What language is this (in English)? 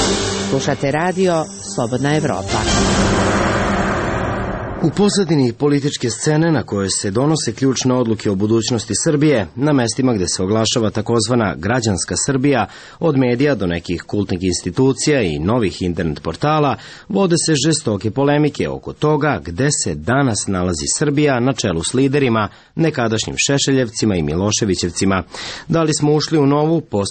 Serbian